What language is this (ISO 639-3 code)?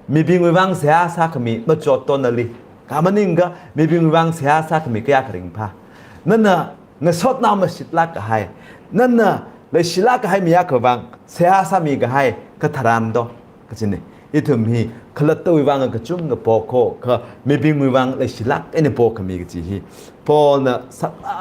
nmf